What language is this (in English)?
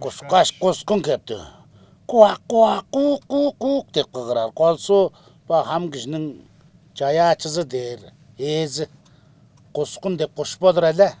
Tuvinian